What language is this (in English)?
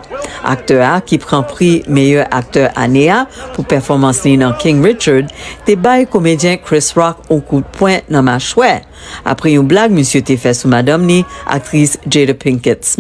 Haitian Creole